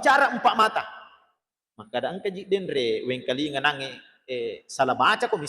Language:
Buginese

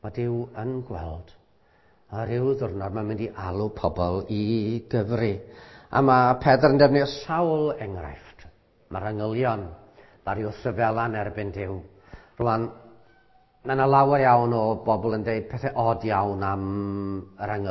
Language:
Welsh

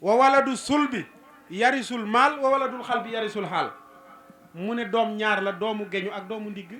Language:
Wolof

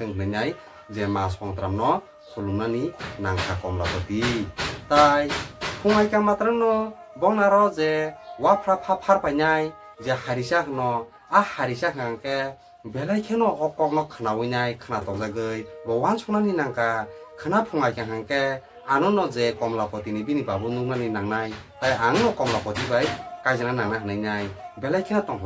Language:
Kok Borok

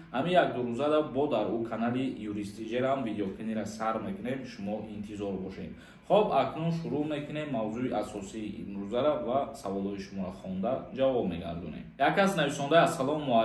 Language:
Tajik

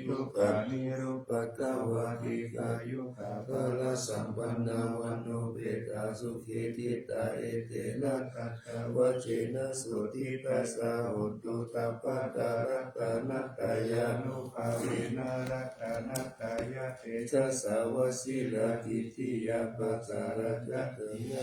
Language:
Pali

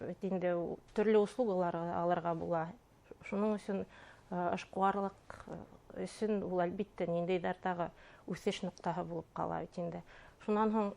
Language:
Bashkir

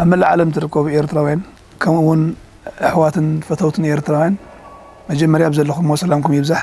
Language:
Tigrinya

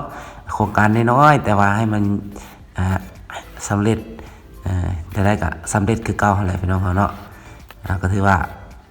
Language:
Lao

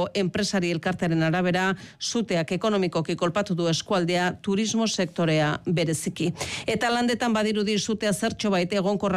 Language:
Basque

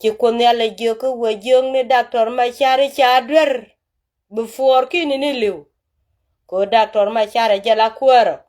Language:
Nuer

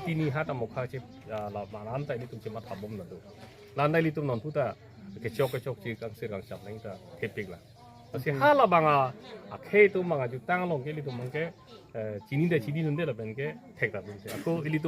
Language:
Karbi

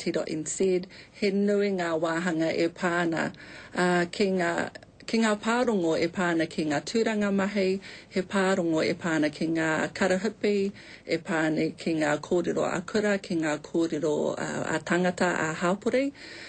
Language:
Māori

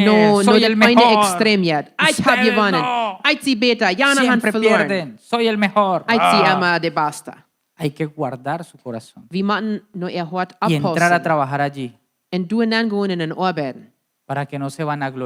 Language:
Plautdietsch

